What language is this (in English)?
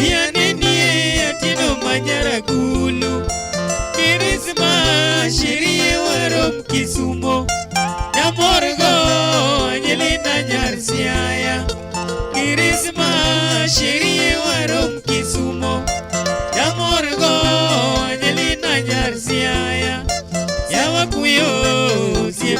Luo (Kenya and Tanzania)